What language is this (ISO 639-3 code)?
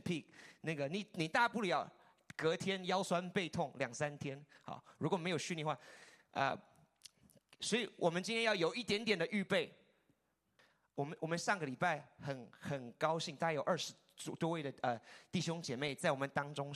zho